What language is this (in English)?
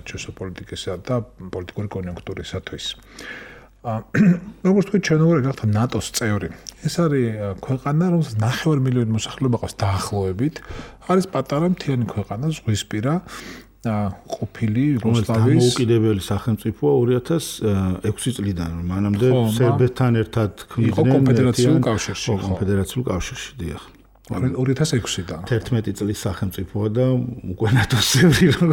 Georgian